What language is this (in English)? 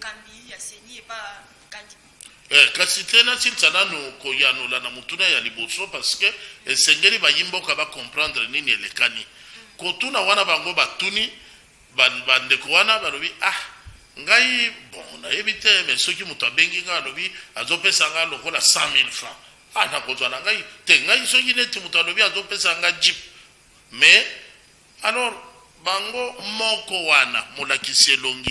Lingala